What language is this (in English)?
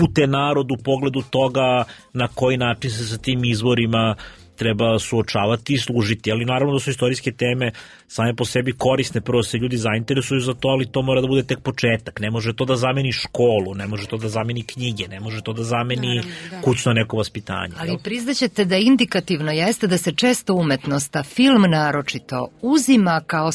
Serbian